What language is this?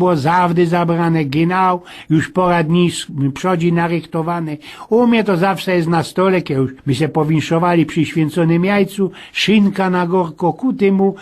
Silesian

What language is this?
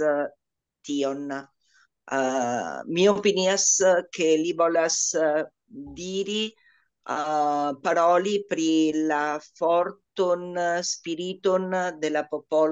Esperanto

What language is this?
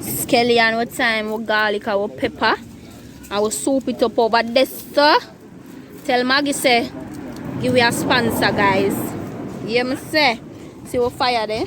Jamaican Creole English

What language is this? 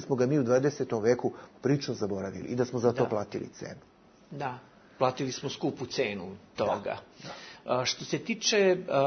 Bosnian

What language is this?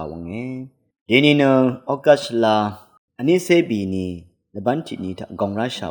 Rawang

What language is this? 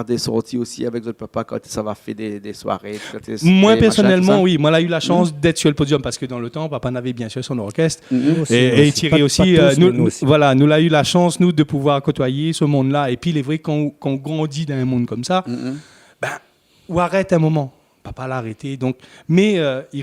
Réunion Creole French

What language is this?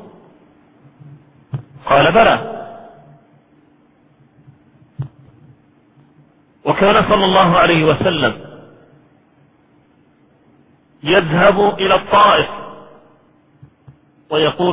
Arabic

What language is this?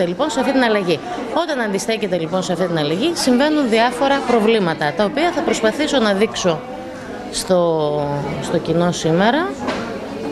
Greek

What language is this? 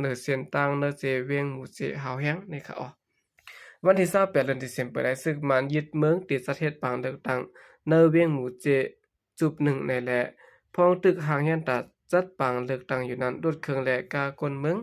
Shan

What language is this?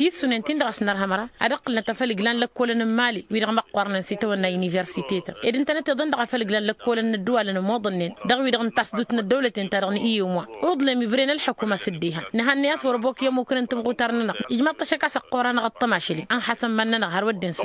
Tamasheq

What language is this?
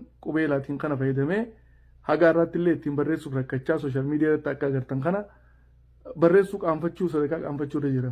Oromo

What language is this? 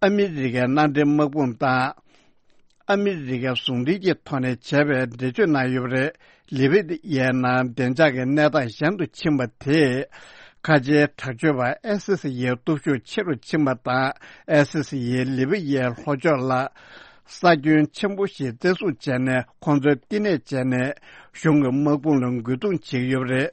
Tibetan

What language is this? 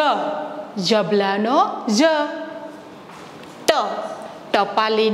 Gujarati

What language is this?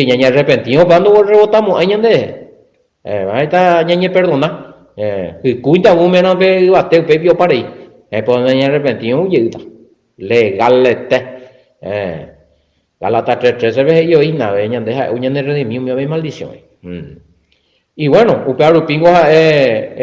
Guarani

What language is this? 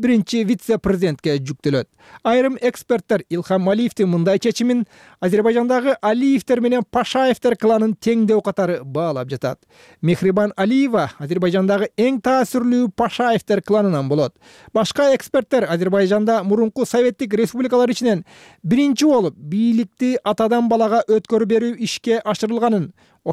Kyrgyz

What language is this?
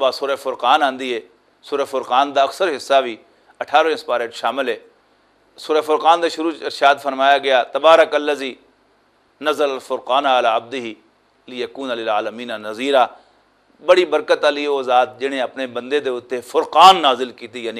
Western Panjabi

